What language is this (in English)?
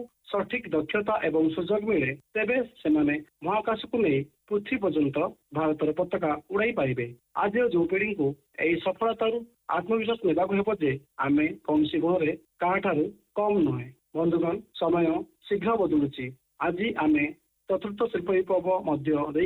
Odia